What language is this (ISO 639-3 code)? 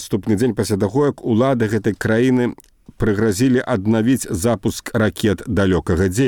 bel